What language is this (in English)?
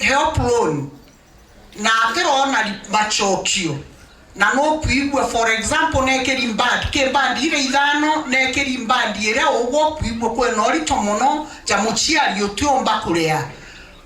Meru